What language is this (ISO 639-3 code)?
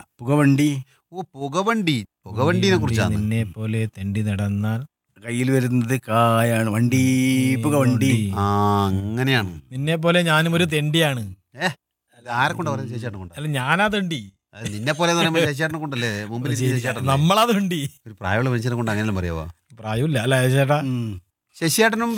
mal